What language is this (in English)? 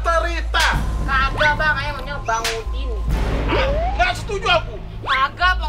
Betawi